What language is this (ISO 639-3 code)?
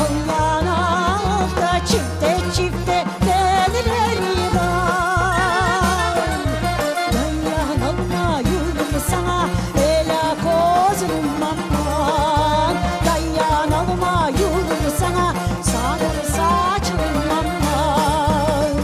crh